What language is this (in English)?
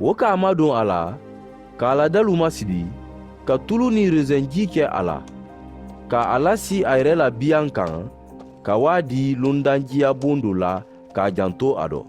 Mandingo